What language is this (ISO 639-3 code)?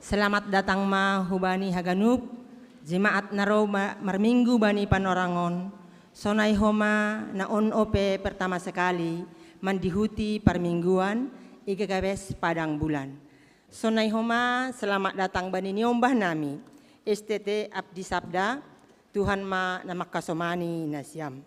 bts